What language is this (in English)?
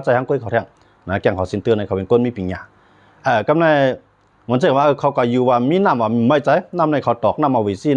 Shan